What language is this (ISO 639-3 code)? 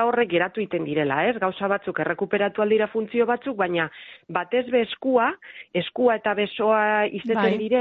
eus